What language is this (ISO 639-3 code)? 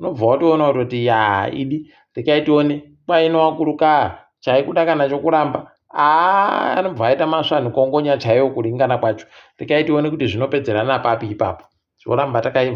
ndc